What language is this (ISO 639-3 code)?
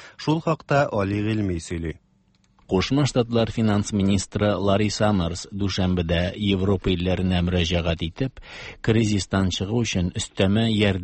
tat